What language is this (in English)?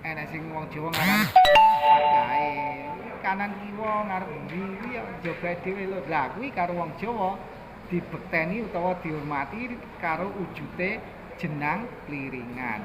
Javanese